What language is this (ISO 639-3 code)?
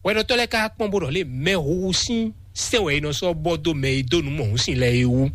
fon